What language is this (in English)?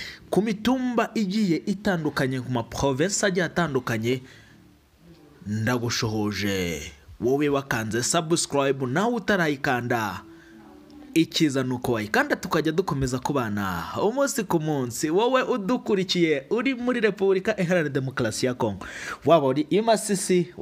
Kinyarwanda